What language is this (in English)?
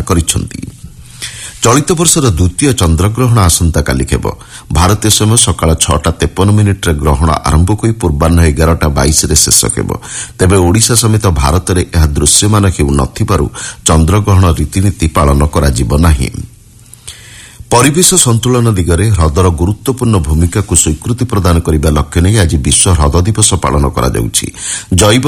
Odia